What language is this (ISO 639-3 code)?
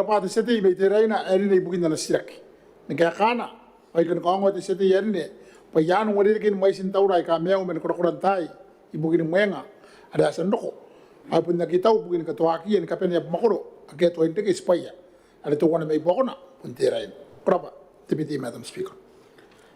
gil